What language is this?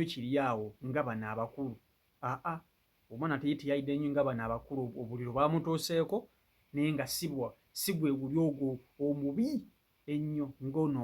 Ganda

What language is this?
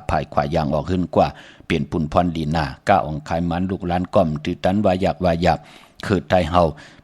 Shan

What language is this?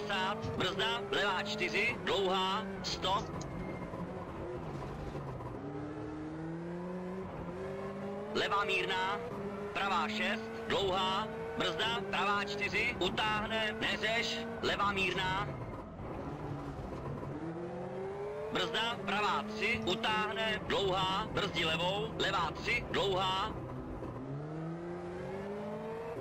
Czech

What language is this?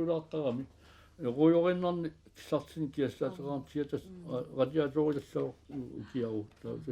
Kalaallisut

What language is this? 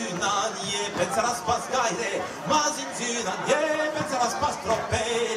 Occitan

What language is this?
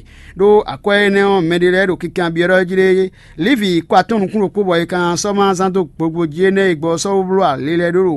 Fon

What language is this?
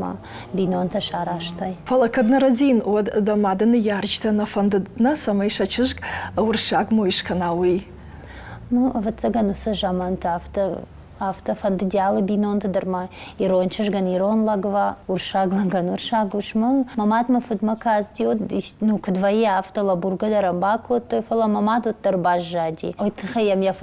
Ossetic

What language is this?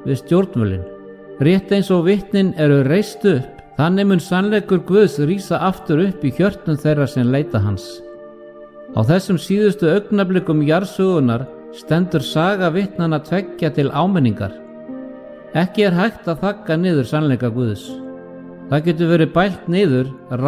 Icelandic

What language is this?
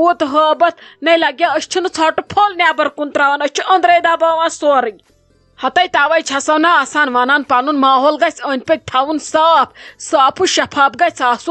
Kashmiri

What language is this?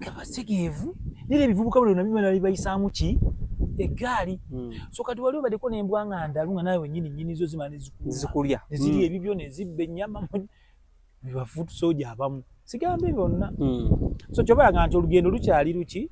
Ganda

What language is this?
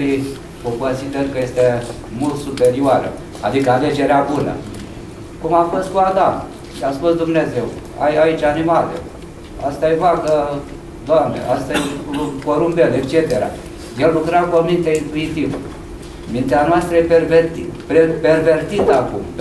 Romanian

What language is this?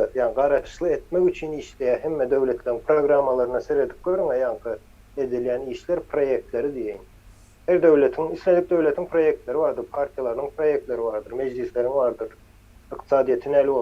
Turkmen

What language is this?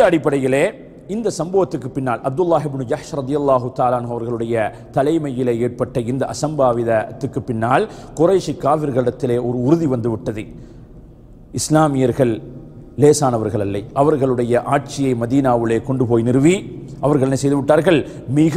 Tamil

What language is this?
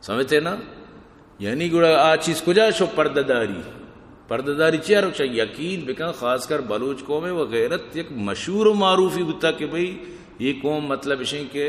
Eastern Balochi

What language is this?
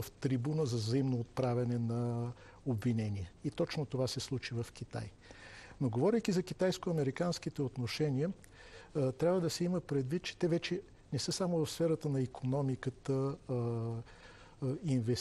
Bulgarian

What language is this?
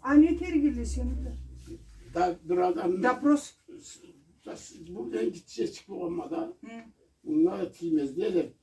Karachay-Balkar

